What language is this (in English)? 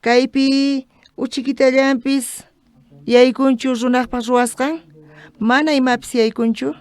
South Bolivian Quechua